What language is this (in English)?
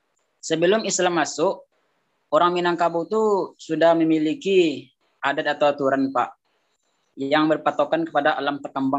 Indonesian